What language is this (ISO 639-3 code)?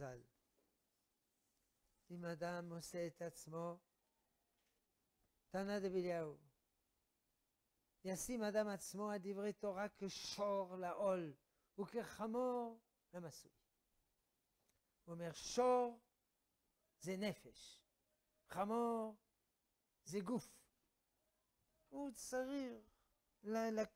heb